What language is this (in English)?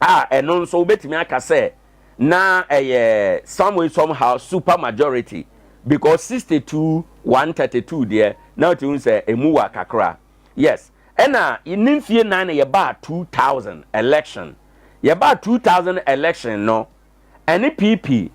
Akan